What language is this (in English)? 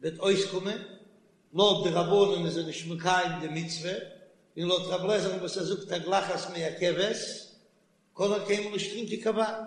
Yiddish